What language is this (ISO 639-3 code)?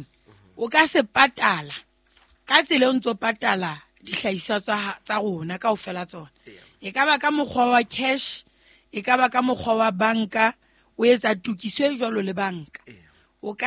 sot